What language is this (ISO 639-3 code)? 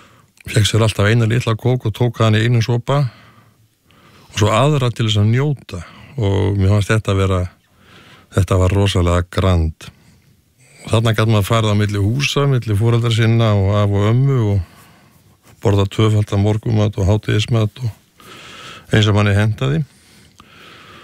isl